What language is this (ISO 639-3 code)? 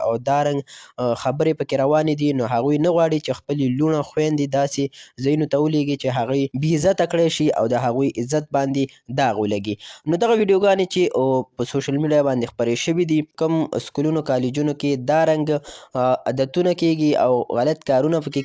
pus